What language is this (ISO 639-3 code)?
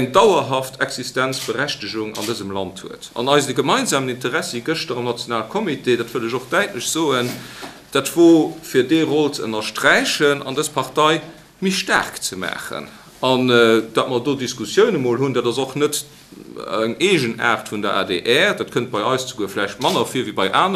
ltz